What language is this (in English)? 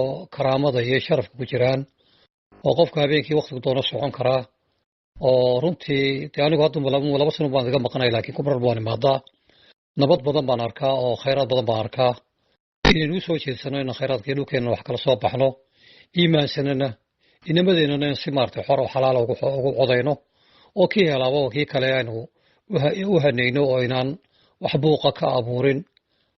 Somali